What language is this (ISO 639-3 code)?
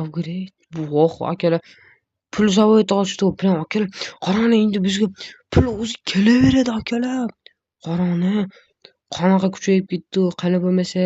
uzb